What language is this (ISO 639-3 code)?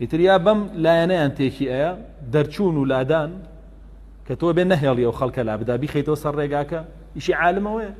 ckb